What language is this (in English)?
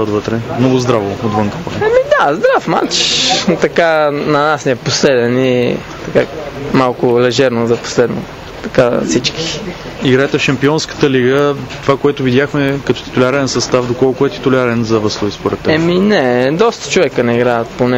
Bulgarian